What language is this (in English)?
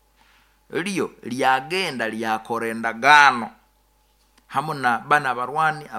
Nyoro